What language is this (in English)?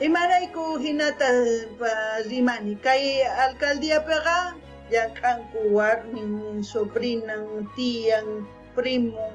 South Bolivian Quechua